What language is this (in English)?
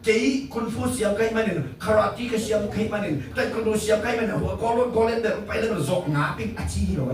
Tedim Chin